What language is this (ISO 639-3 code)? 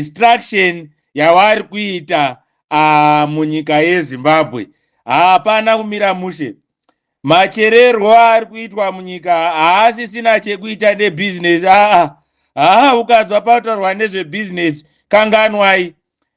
sna